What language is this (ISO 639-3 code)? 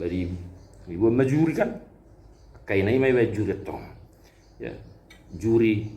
bbc